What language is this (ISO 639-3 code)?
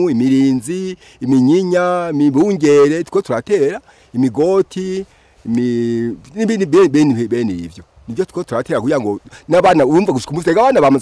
run